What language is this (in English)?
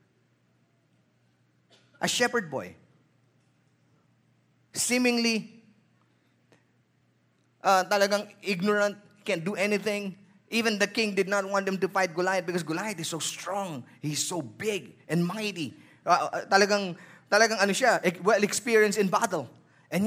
Filipino